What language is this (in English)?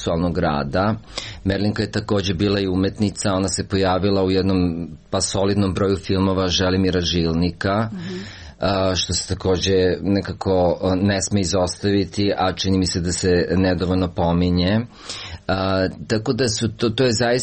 Serbian